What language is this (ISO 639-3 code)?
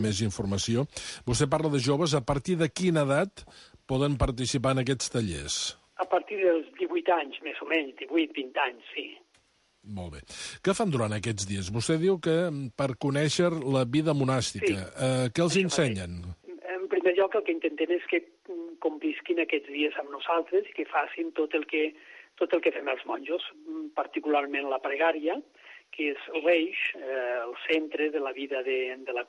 cat